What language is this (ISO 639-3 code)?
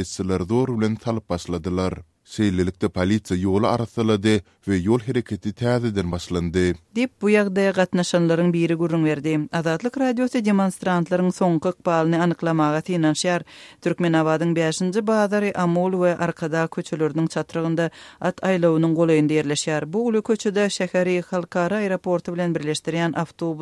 tuk